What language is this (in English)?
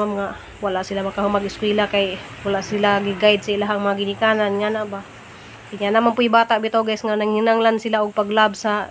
Cebuano